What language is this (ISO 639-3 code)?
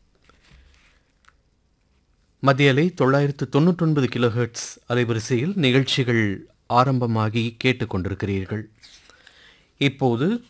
tam